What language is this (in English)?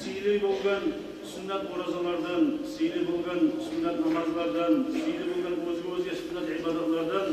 Kumyk